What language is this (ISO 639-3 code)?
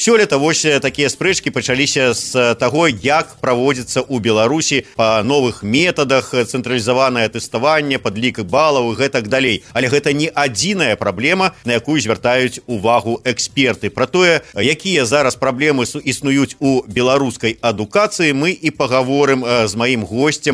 bel